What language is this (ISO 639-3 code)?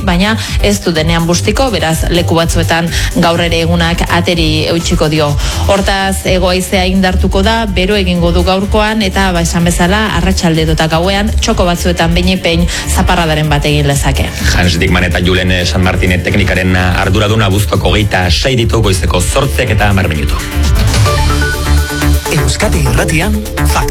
eus